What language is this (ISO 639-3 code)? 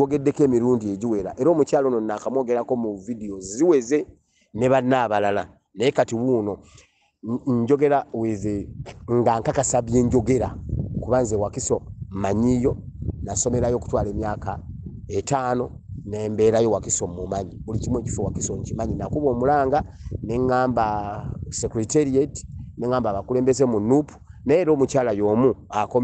lug